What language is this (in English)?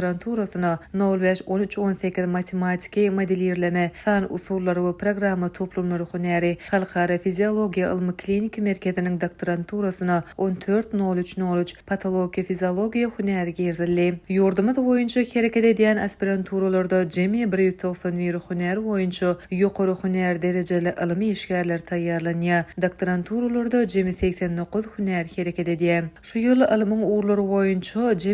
Turkmen